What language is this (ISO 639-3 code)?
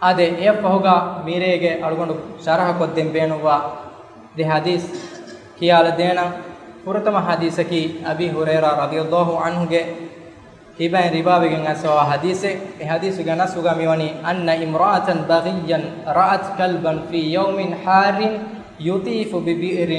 div